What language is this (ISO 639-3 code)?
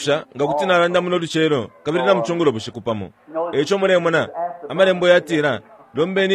bem